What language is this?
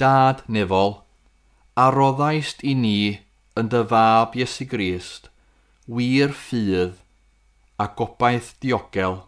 Welsh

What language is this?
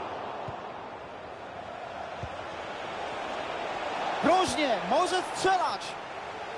Polish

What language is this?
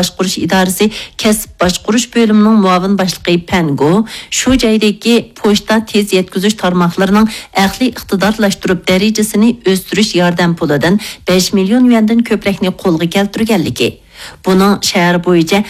Uyghur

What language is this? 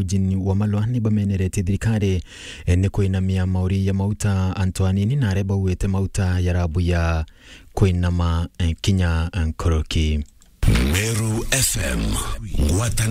Meru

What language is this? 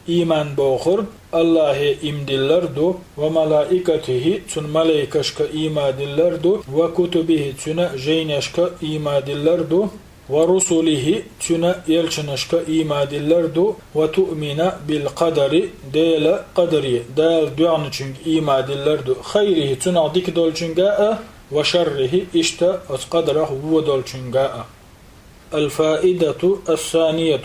Chechen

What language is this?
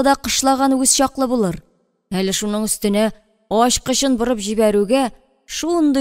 Tatar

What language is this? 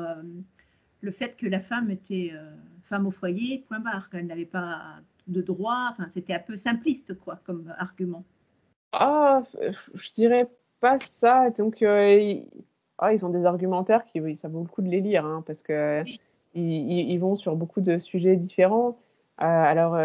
French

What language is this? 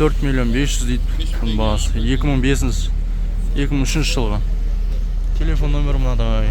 Kazakh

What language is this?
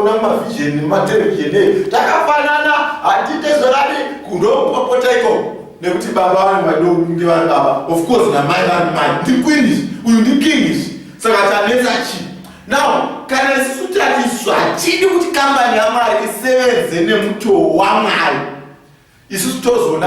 Shona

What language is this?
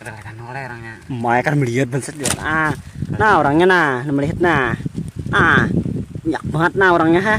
Banjar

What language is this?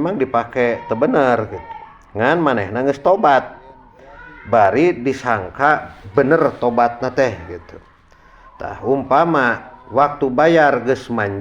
Sundanese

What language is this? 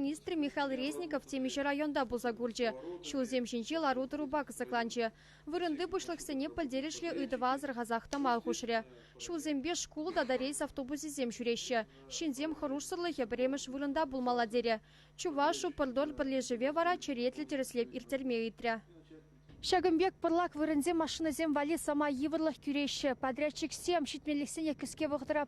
Chuvash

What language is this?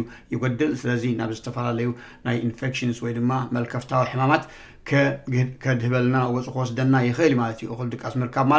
Tigrinya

